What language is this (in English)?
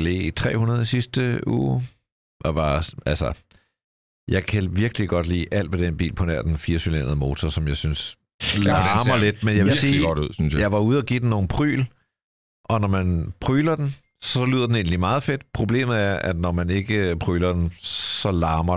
Danish